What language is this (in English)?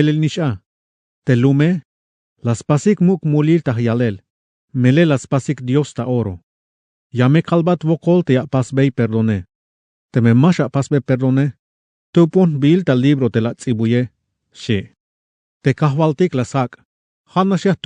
Tzeltal